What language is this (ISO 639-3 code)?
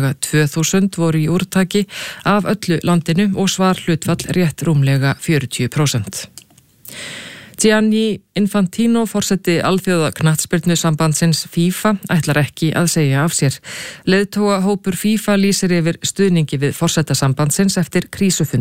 isl